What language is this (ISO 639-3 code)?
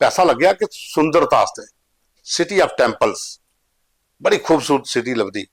doi